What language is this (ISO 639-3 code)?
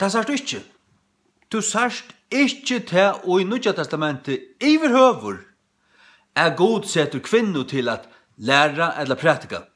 fao